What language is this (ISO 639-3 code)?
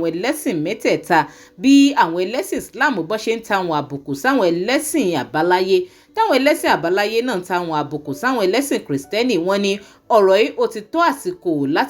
yor